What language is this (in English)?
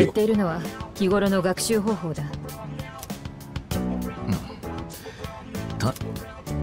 Japanese